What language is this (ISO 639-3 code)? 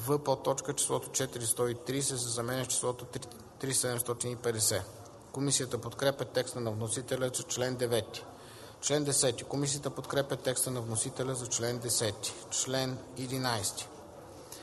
bul